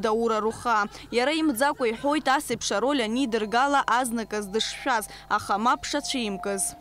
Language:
Abkhazian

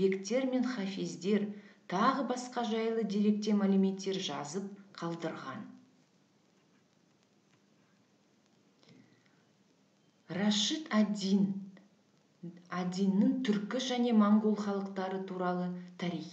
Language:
Kazakh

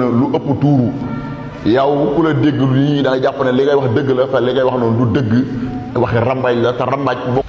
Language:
Wolof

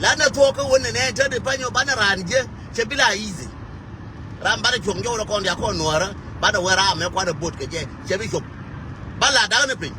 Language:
Nuer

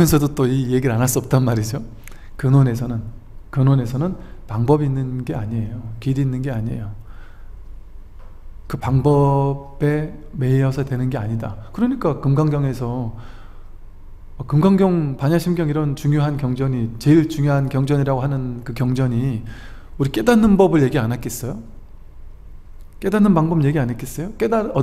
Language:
Korean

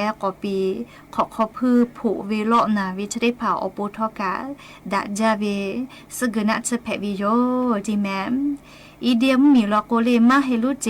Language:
Lahu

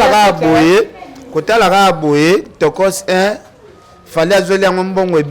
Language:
Lingala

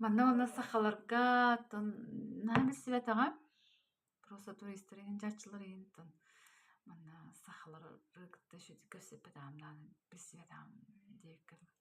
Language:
Yakut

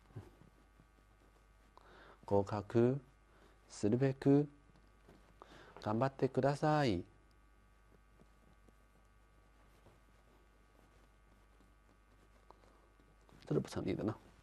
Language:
Japanese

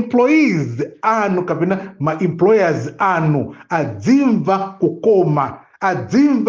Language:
Nyanja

